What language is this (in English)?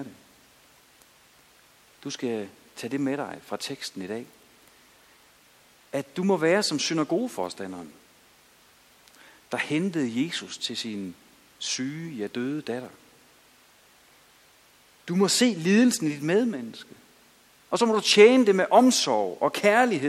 Danish